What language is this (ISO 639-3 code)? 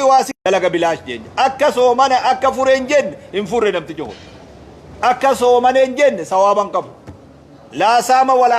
orm